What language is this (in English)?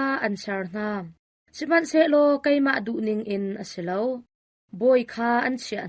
Hakha Chin